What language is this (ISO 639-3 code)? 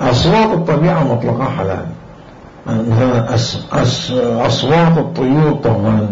acm